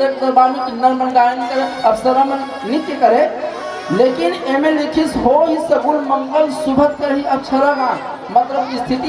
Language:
Chhattisgarhi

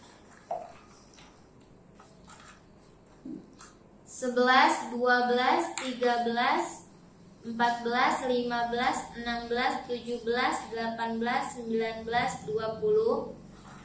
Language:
Indonesian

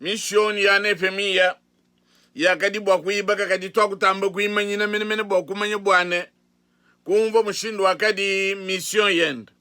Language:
Luba-Lulua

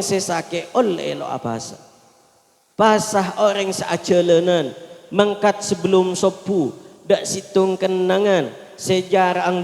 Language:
Madurese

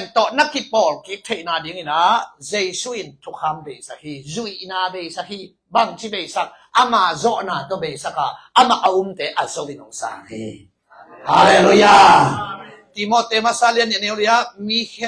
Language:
Tedim Chin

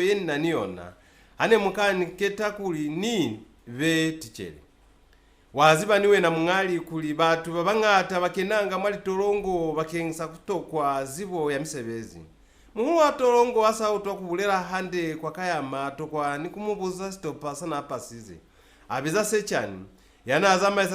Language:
Lozi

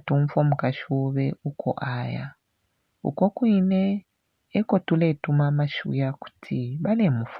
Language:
Bemba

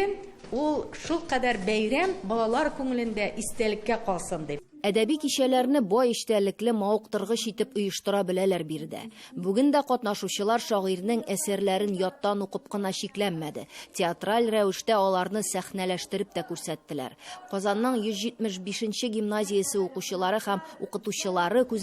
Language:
Tatar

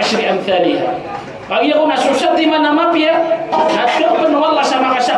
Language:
Maranao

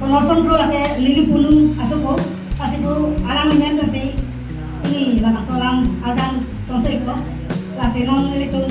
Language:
Karbi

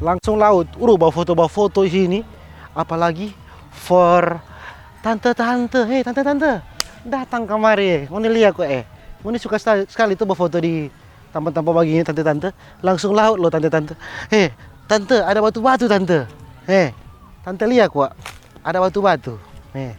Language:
Manado Malay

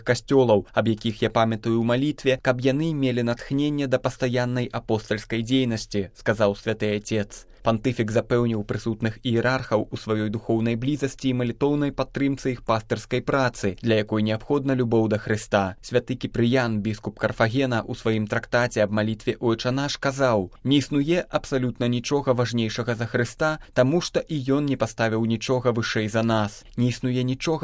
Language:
Belarusian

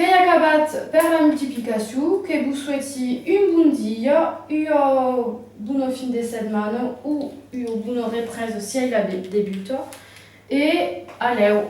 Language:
Occitan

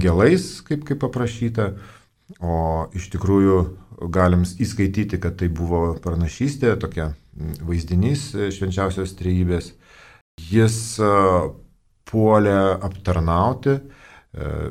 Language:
Lithuanian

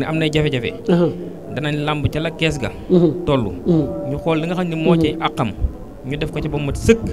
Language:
Wolof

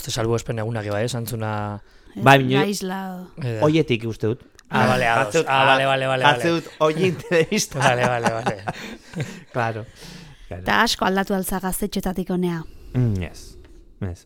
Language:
Basque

